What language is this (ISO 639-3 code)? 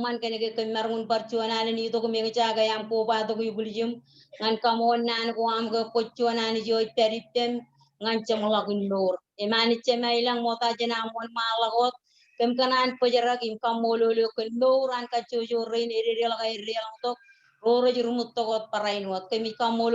mah